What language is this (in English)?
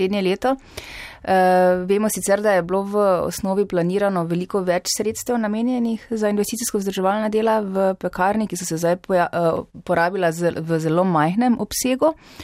Slovenian